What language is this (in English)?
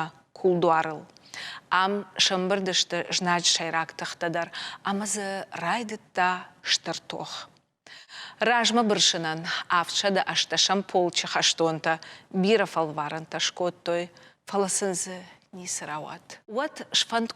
Ossetic